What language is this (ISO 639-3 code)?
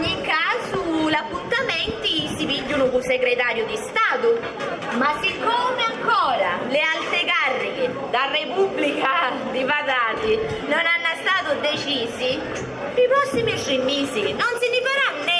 scn